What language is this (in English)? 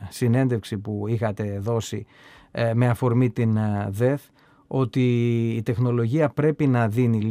Greek